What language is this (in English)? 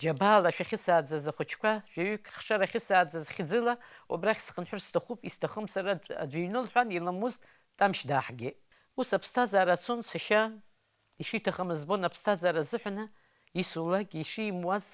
Abkhazian